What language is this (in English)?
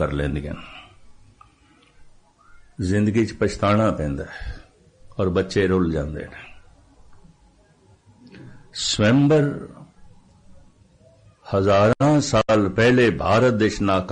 Punjabi